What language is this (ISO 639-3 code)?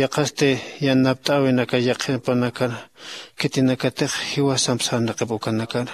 aym